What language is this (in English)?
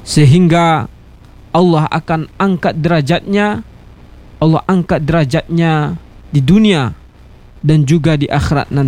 Indonesian